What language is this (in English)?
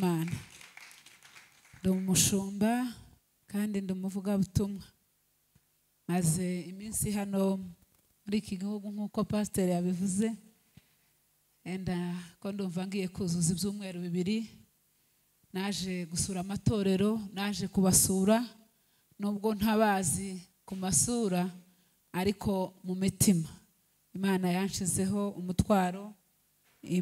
Kinyarwanda